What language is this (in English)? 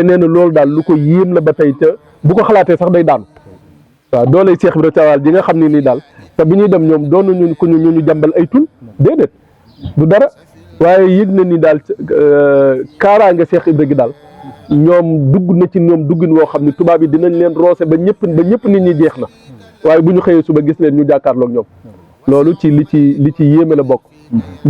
Wolof